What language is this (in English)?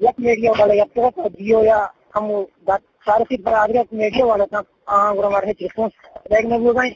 Eastern Balochi